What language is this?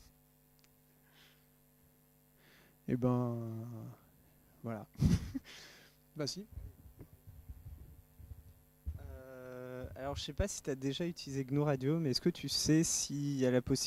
French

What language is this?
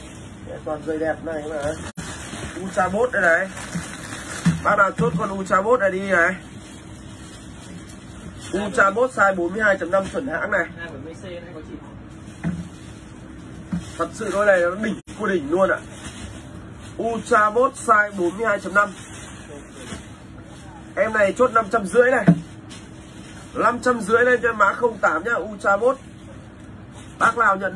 Vietnamese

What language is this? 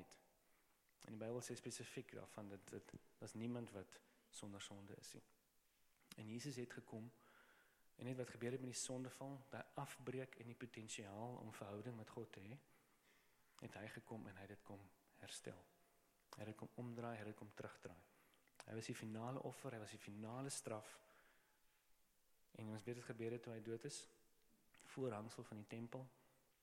Afrikaans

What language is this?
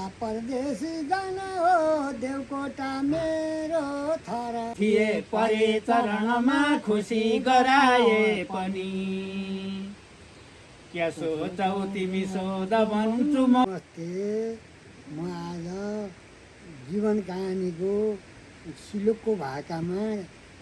Nepali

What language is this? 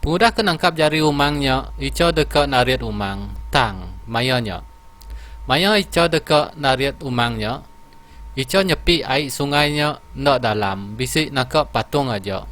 Iban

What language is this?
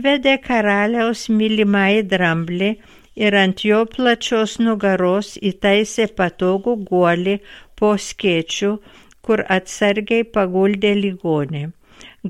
Lithuanian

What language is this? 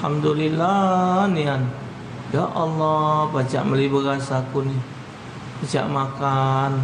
Musi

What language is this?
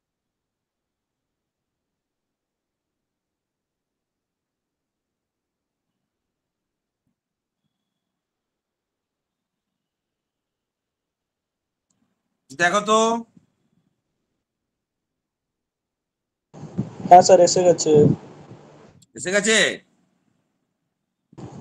Bangla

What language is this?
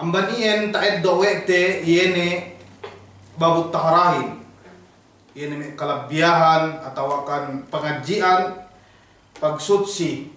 Yakan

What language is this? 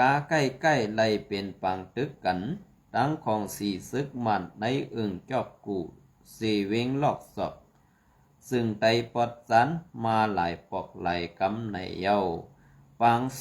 Shan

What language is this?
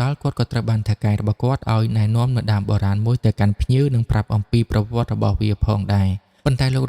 Khmer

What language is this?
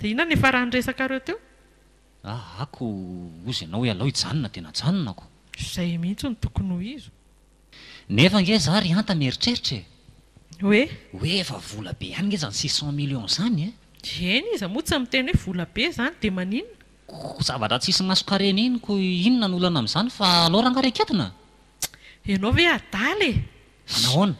Malagasy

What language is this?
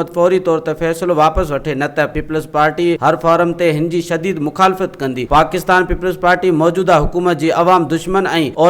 Sindhi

